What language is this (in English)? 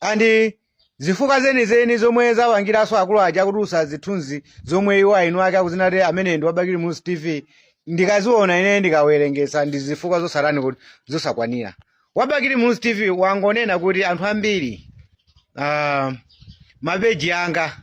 Nyanja